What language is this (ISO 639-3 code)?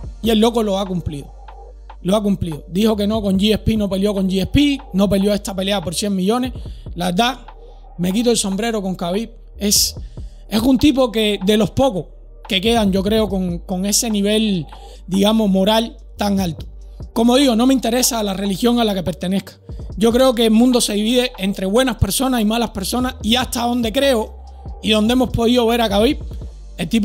spa